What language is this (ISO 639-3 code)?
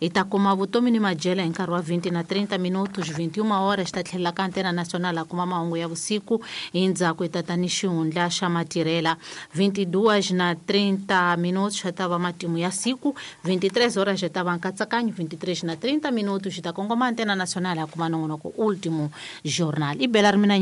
tso